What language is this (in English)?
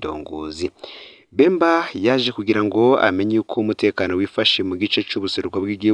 Rundi